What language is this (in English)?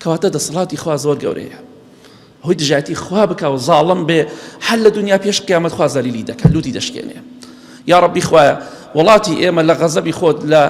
Central Kurdish